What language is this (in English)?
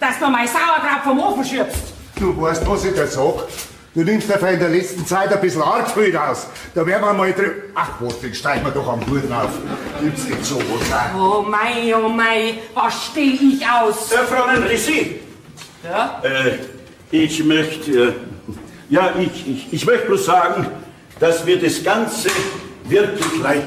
Bavarian